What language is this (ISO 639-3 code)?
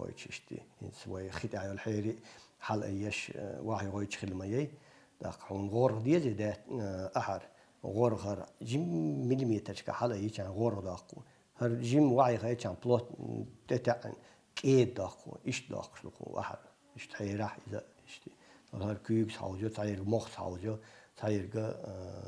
che